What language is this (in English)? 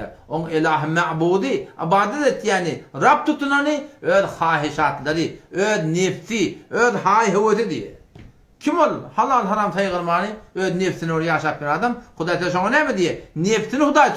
Turkmen